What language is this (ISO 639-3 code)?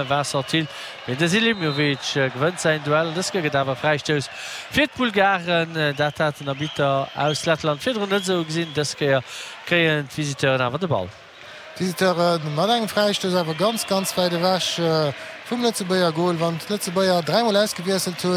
ltz